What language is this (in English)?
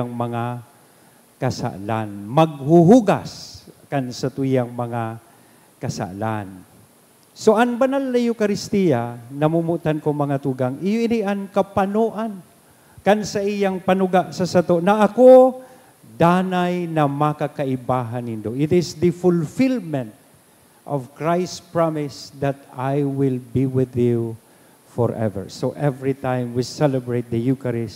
Bikol